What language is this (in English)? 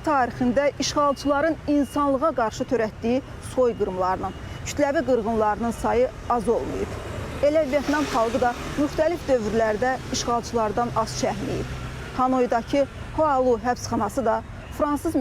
Azerbaijani